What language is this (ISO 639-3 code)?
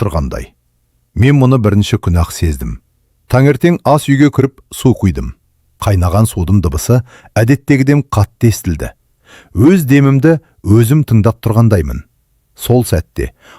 kaz